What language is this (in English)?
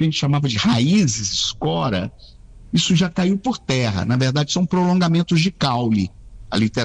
Portuguese